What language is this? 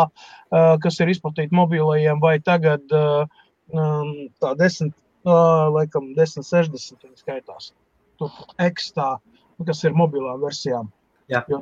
Latvian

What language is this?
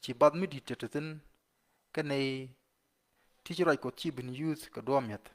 Nuer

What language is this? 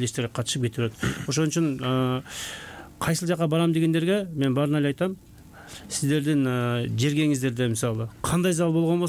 Kyrgyz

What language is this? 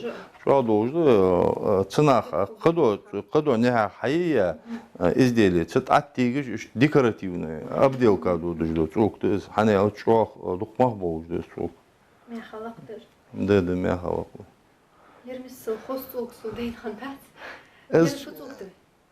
Ingush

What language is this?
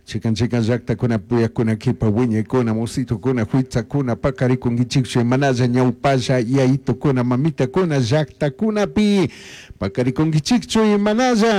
Chimborazo Highland Quichua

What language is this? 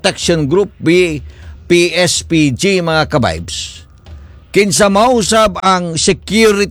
Cebuano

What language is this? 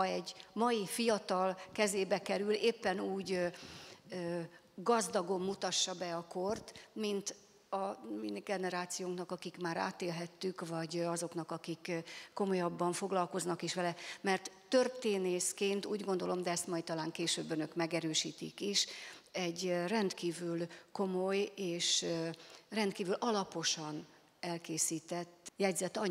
Hungarian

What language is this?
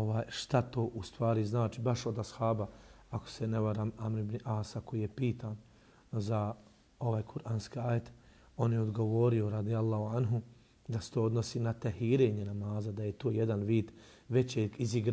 Bosnian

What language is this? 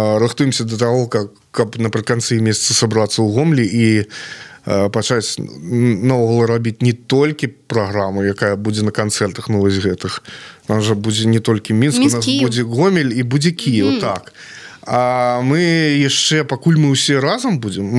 Belarusian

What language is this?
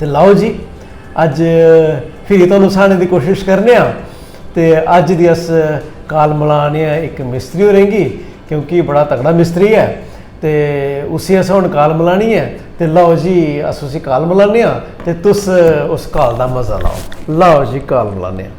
Dogri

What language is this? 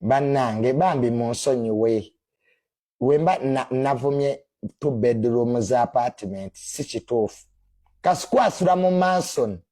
Ganda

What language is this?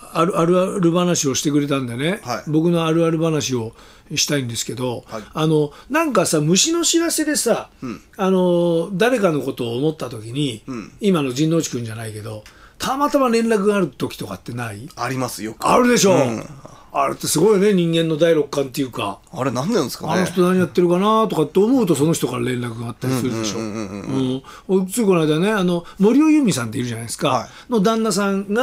Japanese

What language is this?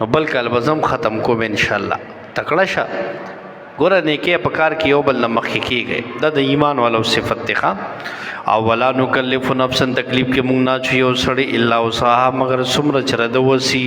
Pashto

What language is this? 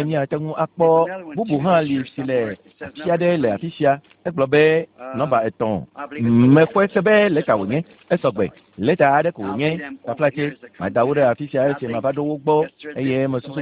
Ewe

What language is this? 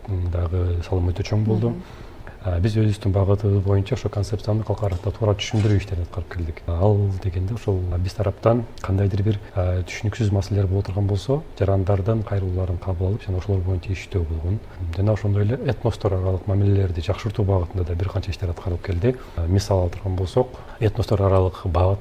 Kyrgyz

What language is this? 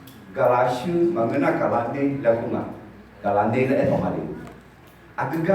Akha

